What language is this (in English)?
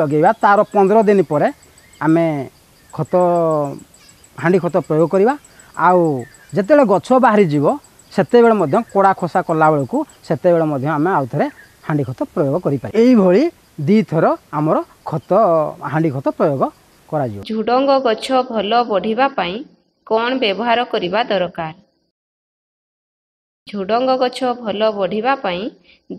Odia